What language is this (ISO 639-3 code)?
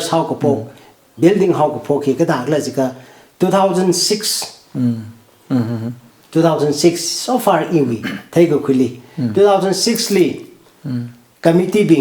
nmf